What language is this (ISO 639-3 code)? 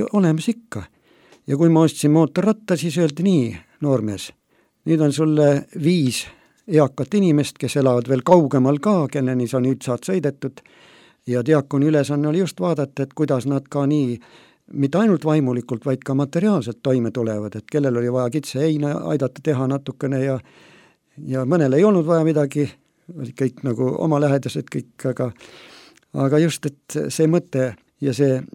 est